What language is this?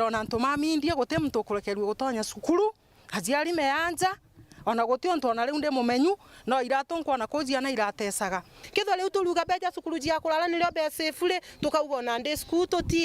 Meru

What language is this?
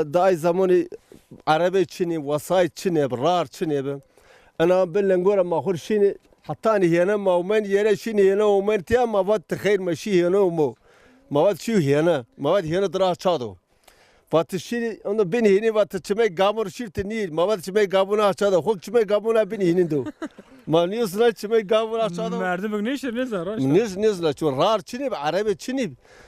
Zaza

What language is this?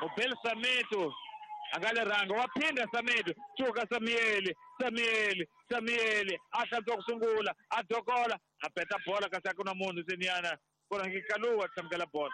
Tsonga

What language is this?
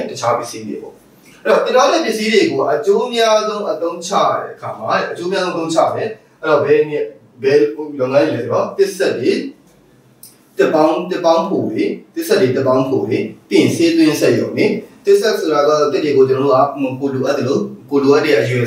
Burmese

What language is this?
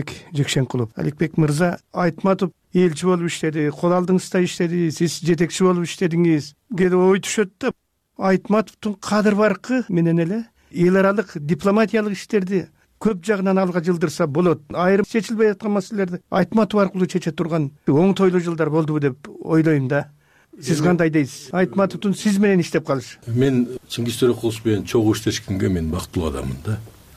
Kyrgyz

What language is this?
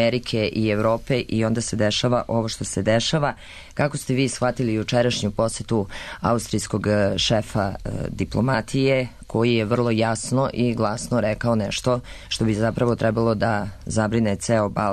Serbian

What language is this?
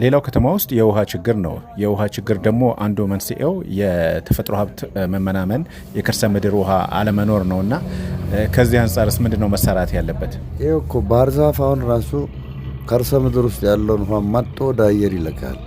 Amharic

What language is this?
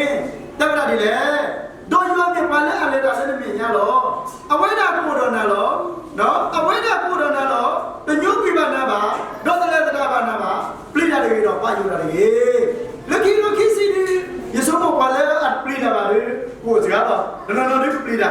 S'gaw Karen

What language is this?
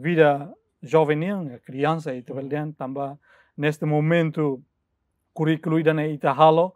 Tetum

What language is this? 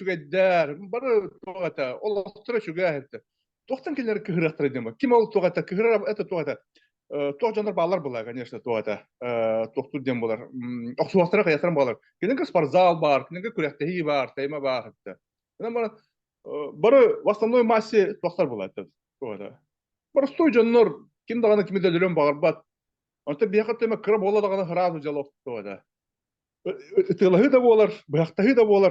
Yakut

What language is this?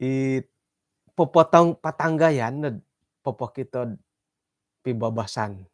Central Dusun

